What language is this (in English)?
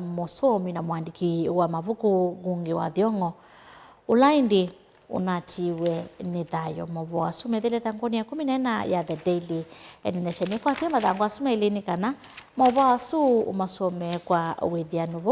Kamba